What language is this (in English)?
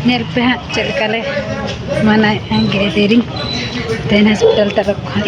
Santali